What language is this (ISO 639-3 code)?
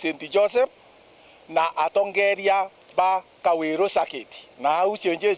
mer